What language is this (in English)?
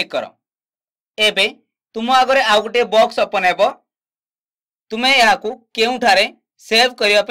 Odia